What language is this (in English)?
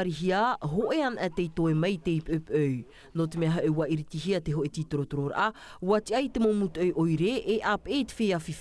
Tahitian